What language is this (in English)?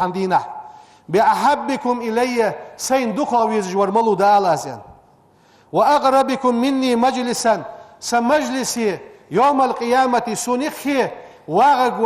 Ingush